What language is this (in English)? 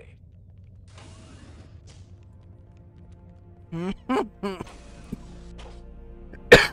French